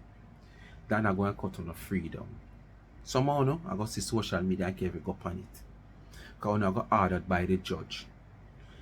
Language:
Jamaican Creole English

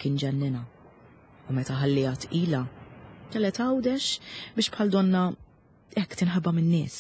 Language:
Maltese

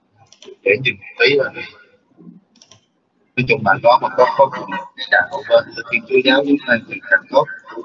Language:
Vietnamese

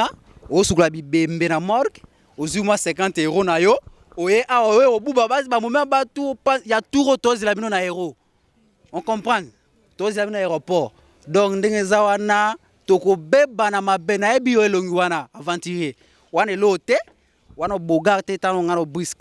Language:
Lingala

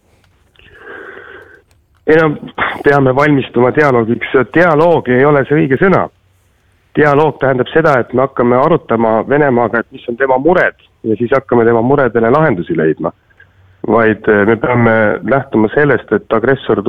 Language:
Estonian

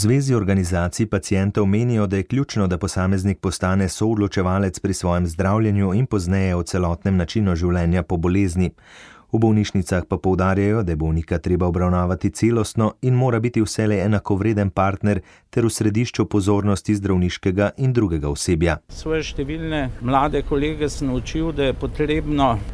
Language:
Slovenian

